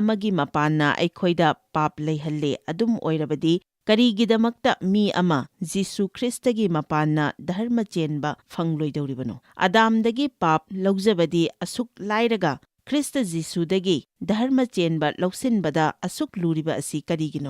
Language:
Manipuri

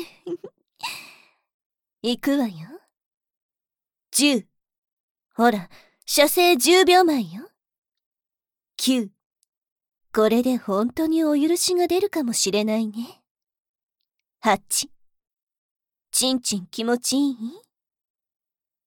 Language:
Japanese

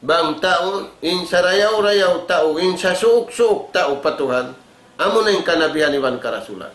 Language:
Tausug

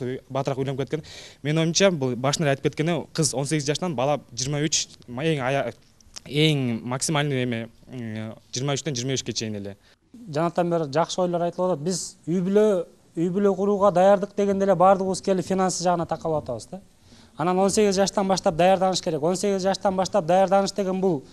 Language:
Kyrgyz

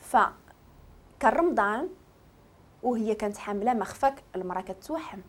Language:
Moroccan Arabic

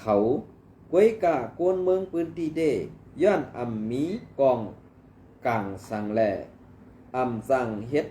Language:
Shan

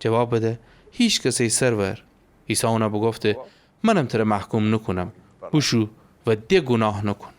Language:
Gilaki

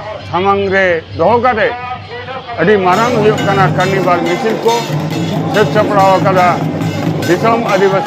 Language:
Santali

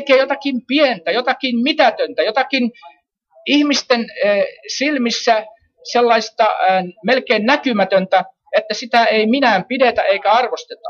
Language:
Finnish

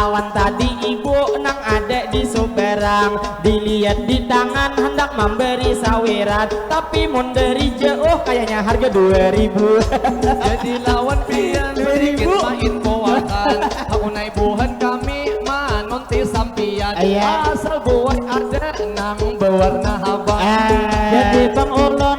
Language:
Banjar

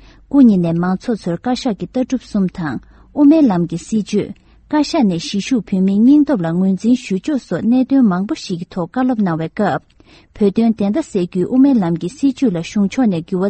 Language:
Tibetan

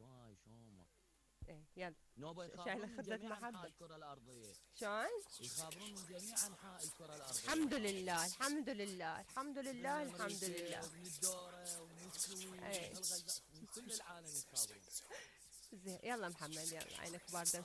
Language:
Mesopotamian Arabic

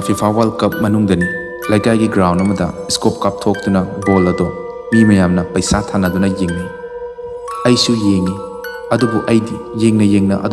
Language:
Manipuri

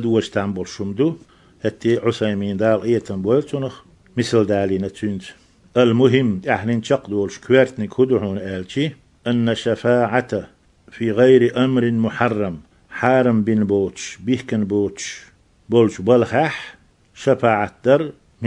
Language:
Chechen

